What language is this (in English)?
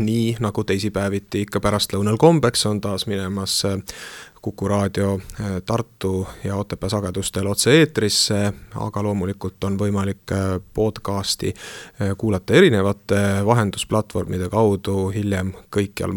Estonian